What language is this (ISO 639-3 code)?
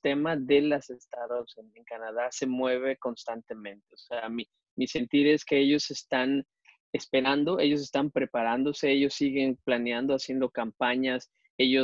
spa